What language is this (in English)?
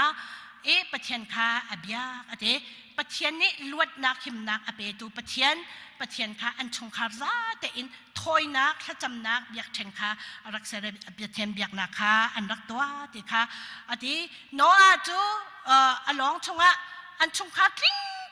Hakha Chin